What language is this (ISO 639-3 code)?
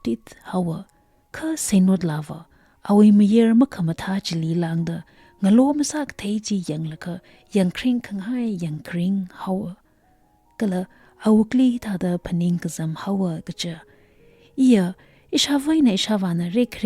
nmf